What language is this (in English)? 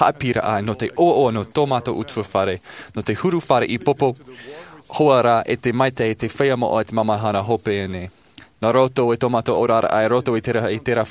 Tahitian